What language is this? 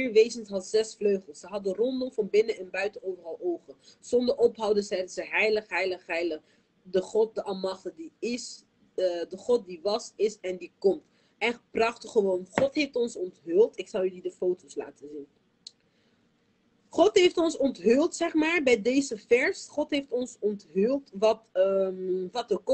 Dutch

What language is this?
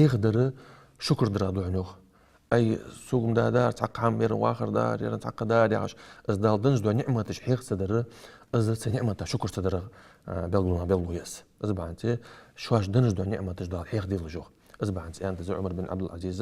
Ingush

